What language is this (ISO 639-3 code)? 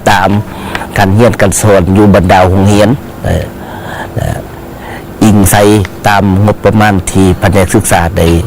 lao